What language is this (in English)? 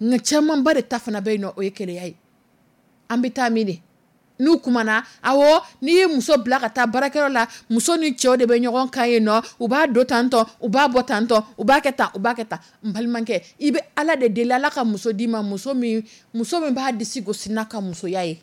Dyula